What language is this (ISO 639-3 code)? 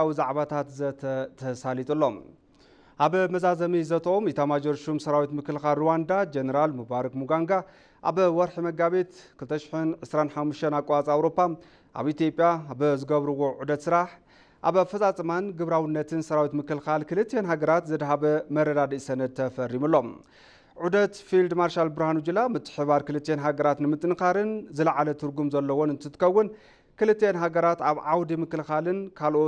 tir